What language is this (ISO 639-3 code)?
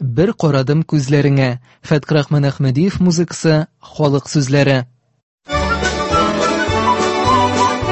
tat